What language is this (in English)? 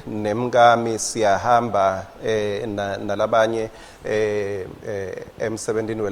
Swati